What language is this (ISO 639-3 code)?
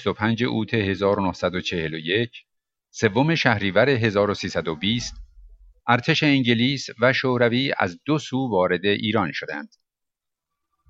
fas